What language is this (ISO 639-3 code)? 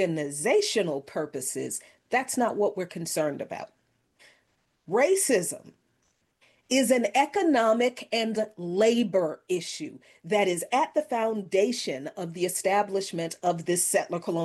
eng